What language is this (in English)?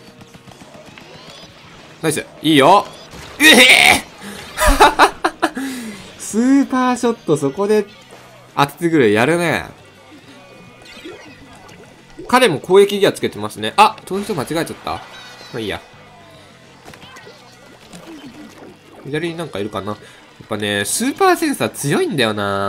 Japanese